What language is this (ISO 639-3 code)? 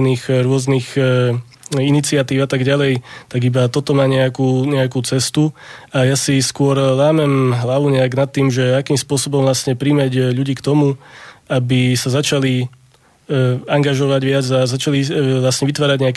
slk